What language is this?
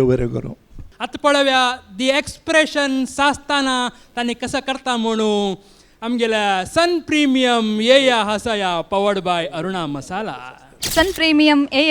Konkani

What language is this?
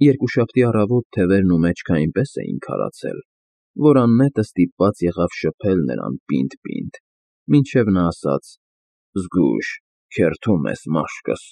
Armenian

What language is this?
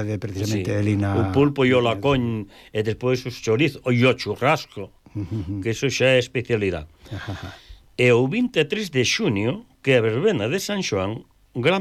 Galician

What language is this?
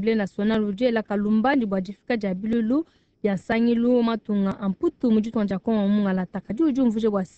Luba-Lulua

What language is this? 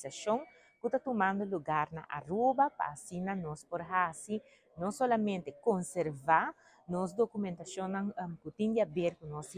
Papiamento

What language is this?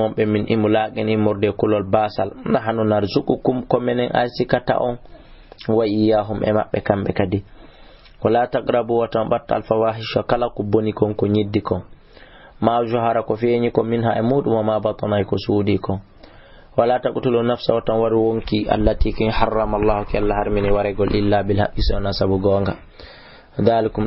Fula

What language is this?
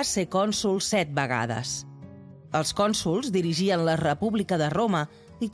Catalan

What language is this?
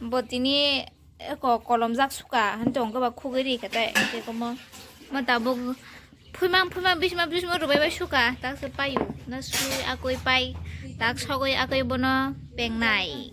Kok Borok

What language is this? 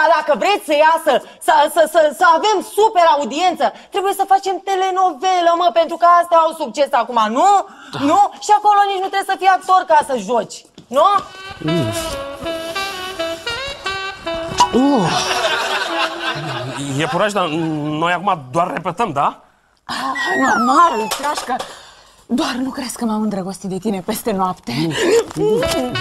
Romanian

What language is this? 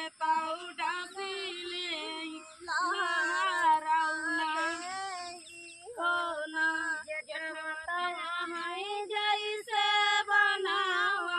Bhojpuri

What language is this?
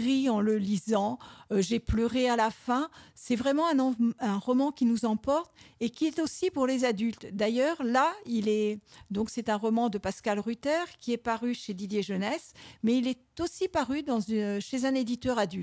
French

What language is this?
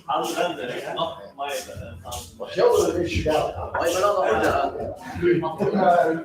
Faroese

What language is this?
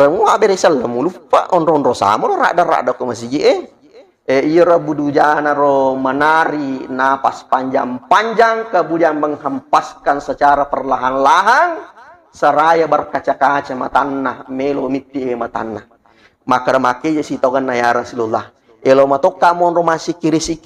Buginese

